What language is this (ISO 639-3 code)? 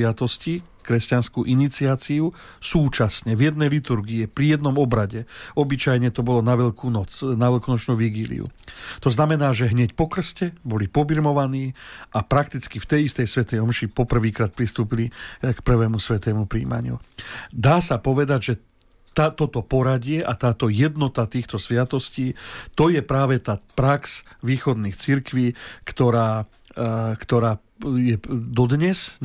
slk